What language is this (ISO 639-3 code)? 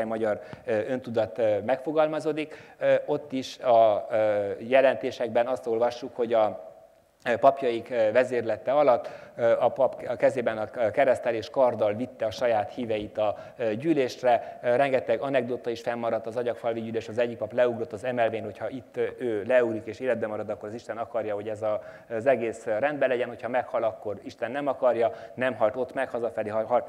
hun